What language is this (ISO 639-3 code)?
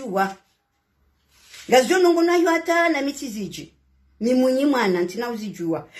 swa